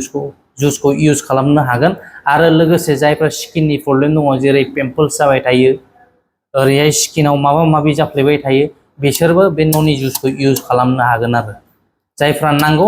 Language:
Bodo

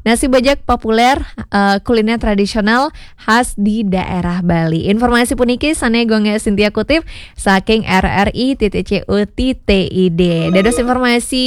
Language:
Balinese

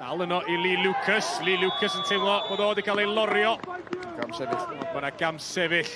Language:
Welsh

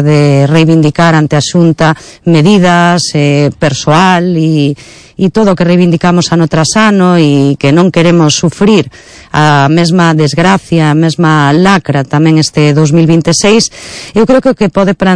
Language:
Galician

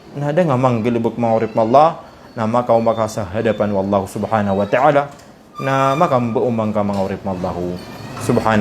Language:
Maranao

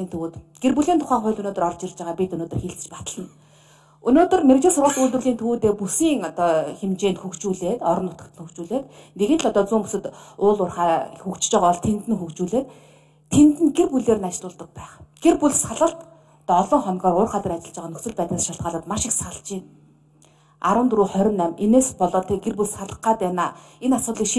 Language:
Mongolian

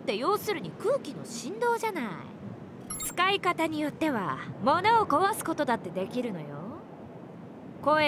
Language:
Japanese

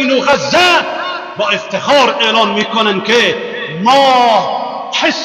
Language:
Persian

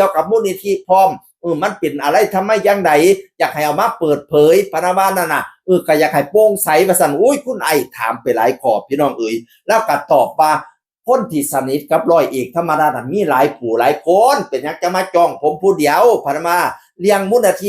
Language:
Northeastern Thai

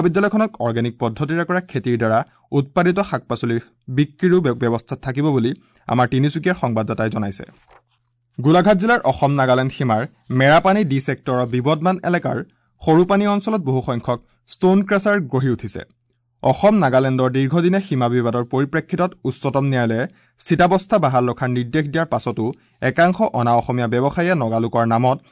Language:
Assamese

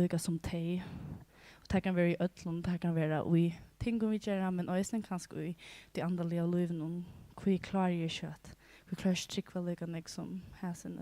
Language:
Faroese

